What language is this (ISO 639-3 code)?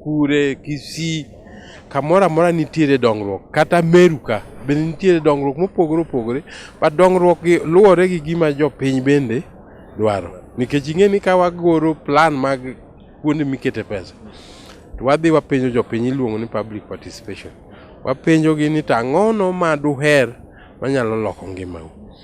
luo